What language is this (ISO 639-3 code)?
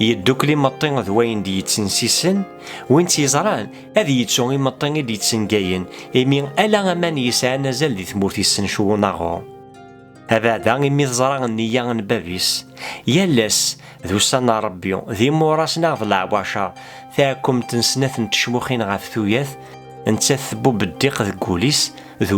kab